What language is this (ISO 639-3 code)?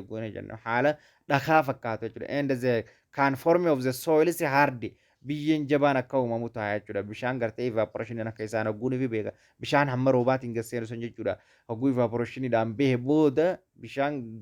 orm